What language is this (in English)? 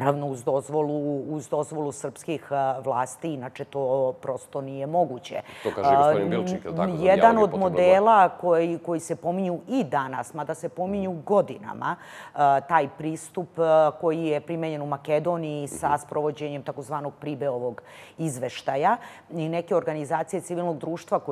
Serbian